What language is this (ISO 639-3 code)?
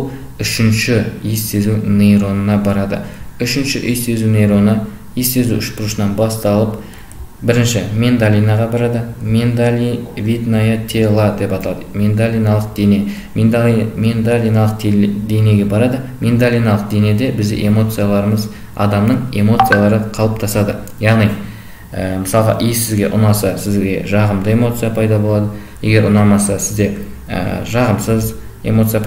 kaz